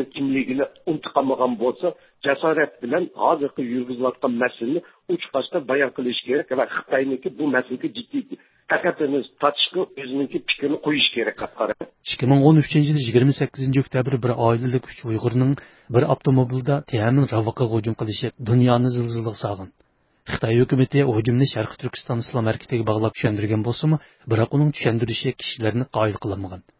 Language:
Uyghur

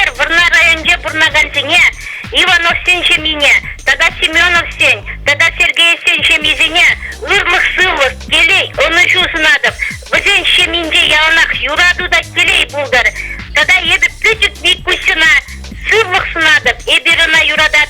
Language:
Chuvash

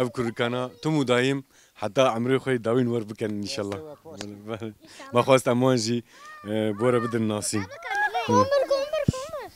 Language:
Kurdish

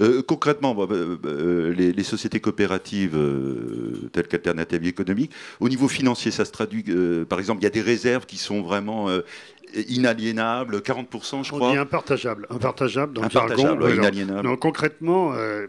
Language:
French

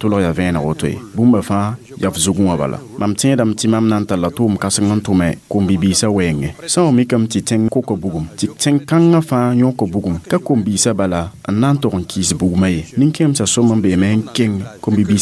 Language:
Mossi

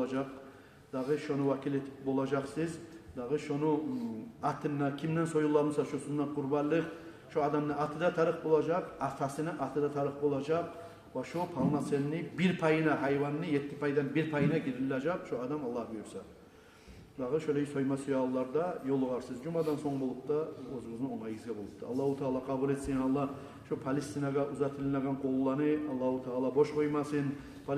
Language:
Kumyk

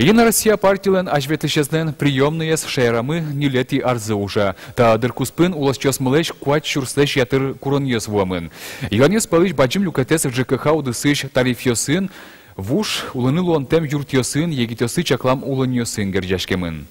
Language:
Udmurt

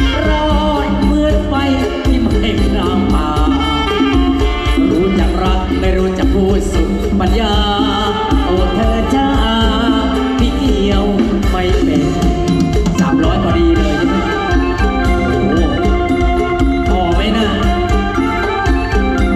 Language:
Thai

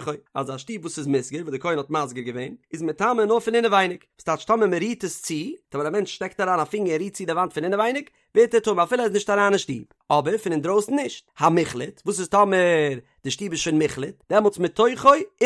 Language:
Yiddish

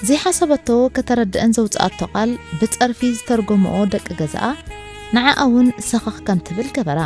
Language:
Tigrinya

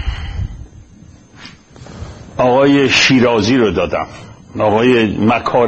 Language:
Persian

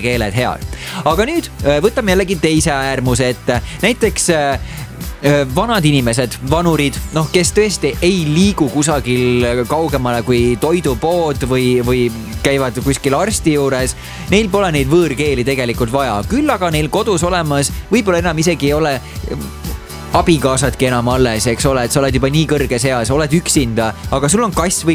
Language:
Estonian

